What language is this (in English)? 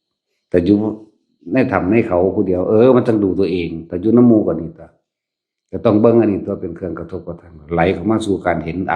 Northeastern Thai